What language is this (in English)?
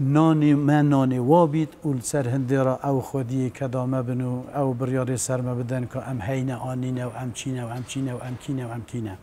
Kurdish